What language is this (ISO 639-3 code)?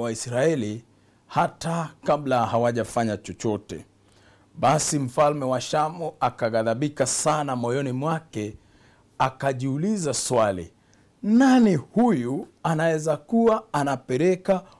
swa